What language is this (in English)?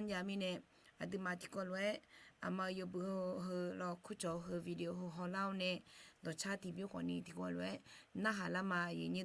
Akha